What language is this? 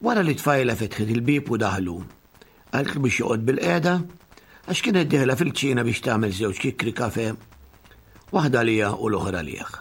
Maltese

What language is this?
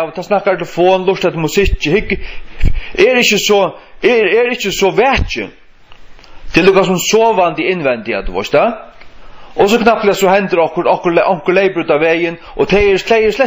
Faroese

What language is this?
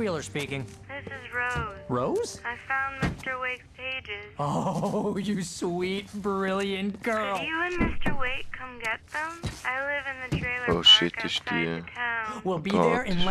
Swiss German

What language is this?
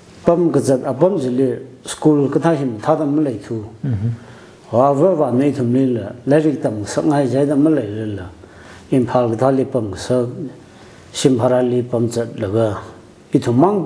Tangkhul Naga (India)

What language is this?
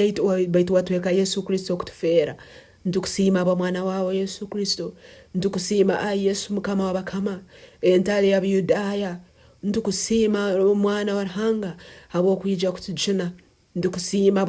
Tooro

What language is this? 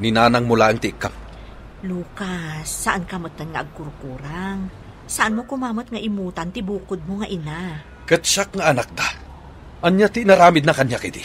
Iloko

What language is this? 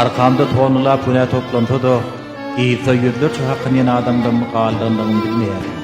Turkmen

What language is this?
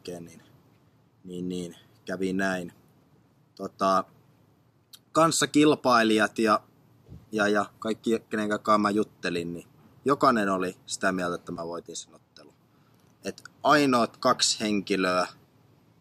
Finnish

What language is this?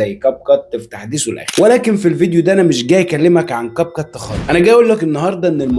Egyptian Arabic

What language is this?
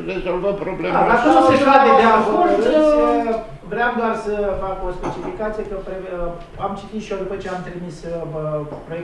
Romanian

